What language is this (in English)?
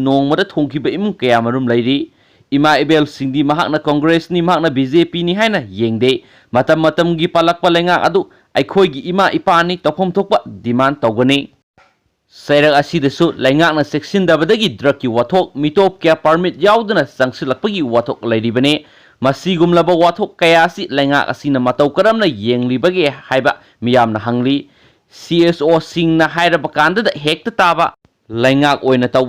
Manipuri